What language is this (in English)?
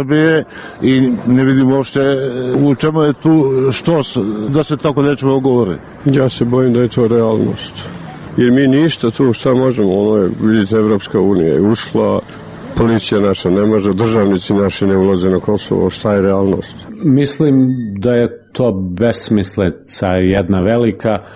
Serbian